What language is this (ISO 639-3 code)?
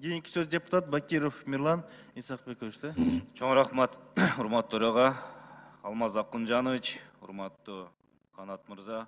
kir